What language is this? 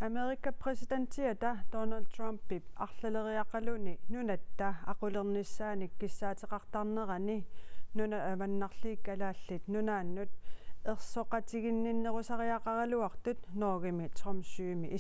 Kalaallisut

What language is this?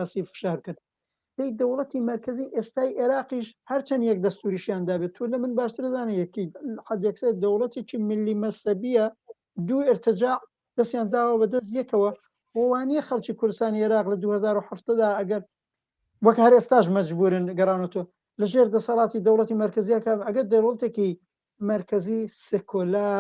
Central Kurdish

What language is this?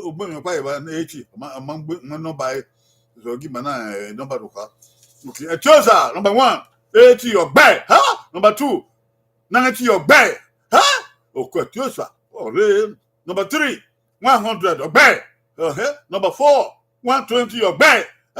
Bini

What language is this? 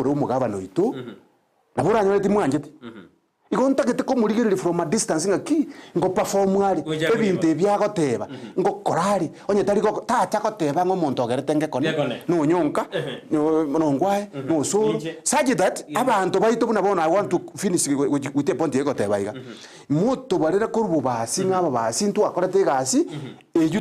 Gusii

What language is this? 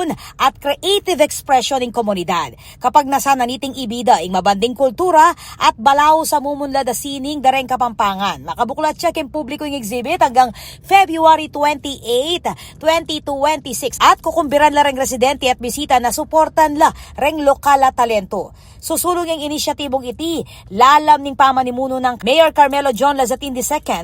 Pampanga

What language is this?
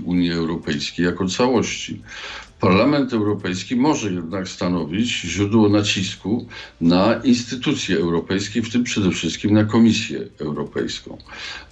Polish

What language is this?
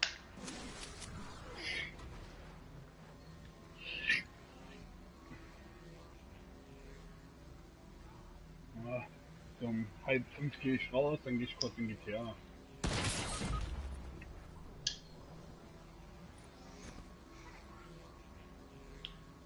German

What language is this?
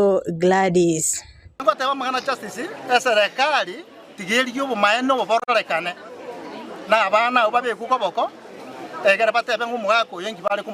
Gusii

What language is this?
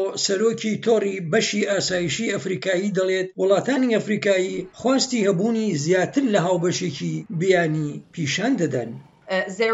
Central Kurdish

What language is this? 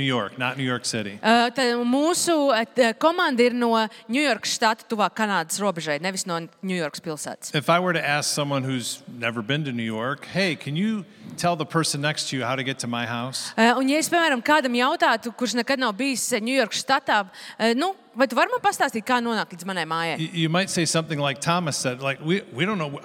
Latvian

